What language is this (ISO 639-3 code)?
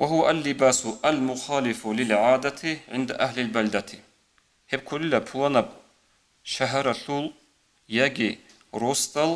ava